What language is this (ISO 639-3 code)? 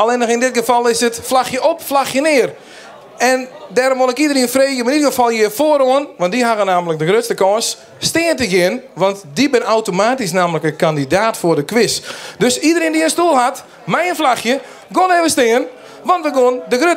fry